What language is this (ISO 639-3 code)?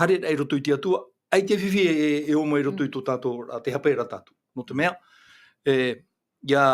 tah